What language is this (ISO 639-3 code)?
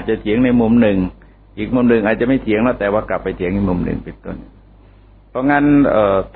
tha